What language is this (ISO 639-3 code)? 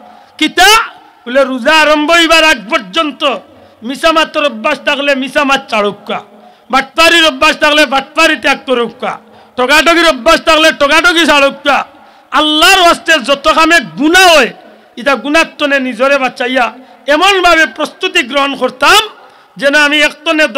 syl